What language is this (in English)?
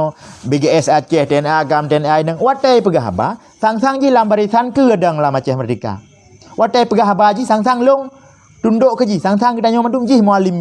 Achinese